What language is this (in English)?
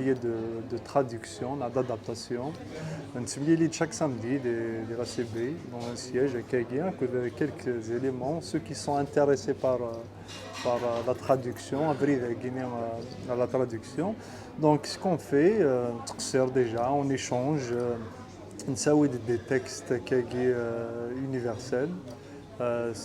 Kabyle